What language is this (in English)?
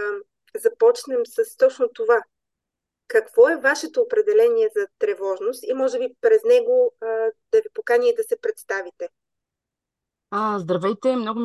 Bulgarian